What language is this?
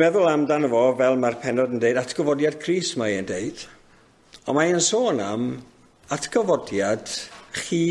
Welsh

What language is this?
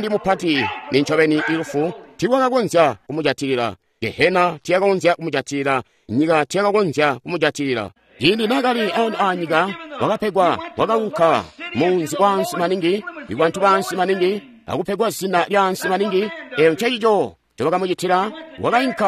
Tonga (Zambia)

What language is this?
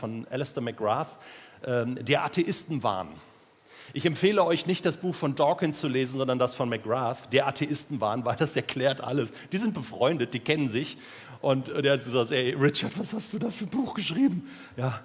Swiss German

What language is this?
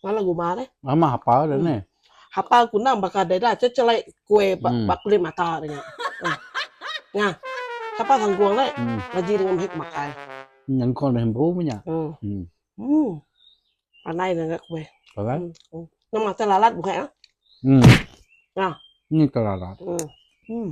Iban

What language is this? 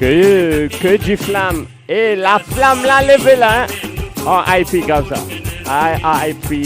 Morisyen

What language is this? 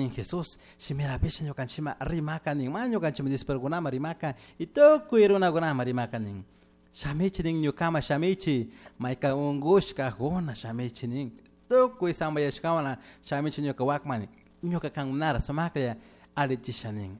Chimborazo Highland Quichua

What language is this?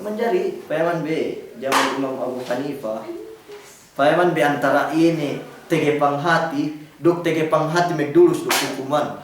Yakan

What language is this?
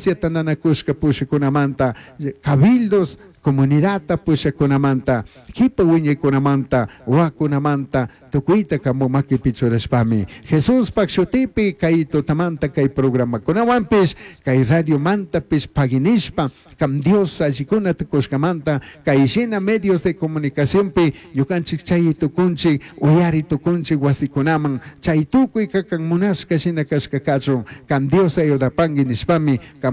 Chimborazo Highland Quichua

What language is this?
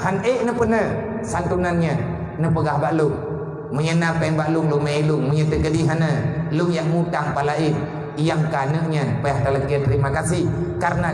Achinese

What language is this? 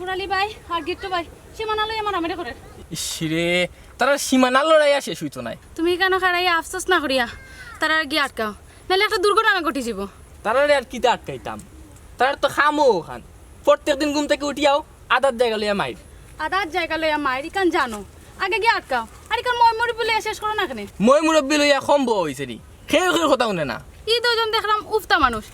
Sylheti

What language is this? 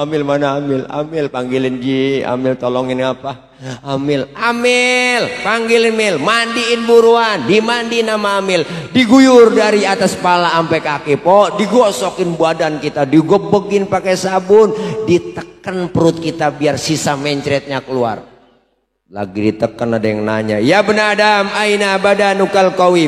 Betawi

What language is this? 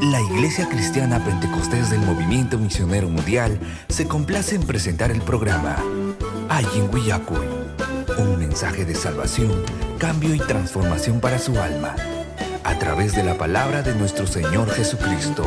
Ayacucho Quechua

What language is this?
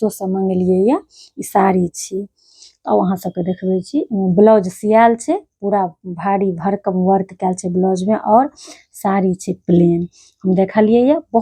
Maithili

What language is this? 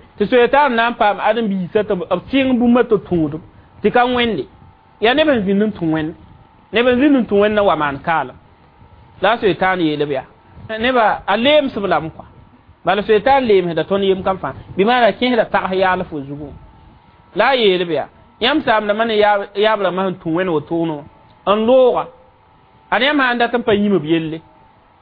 Mossi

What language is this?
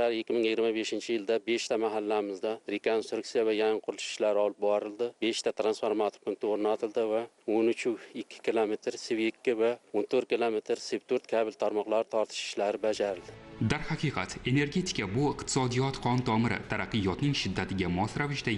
Uzbek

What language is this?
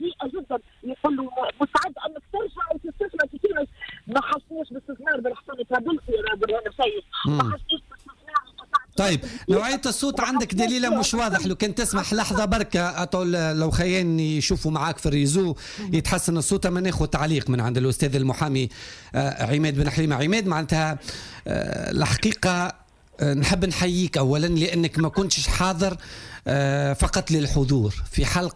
Tunisian Arabic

